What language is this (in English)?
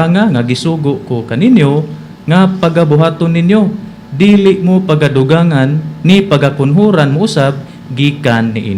Cebuano